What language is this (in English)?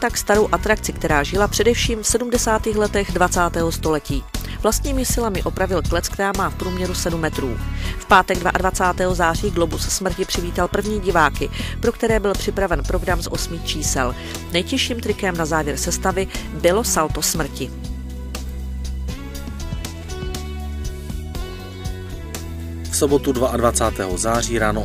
Czech